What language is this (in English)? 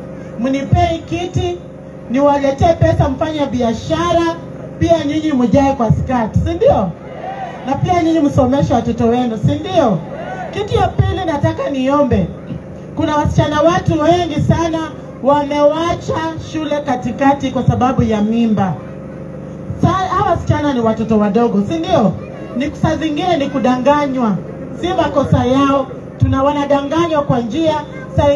Swahili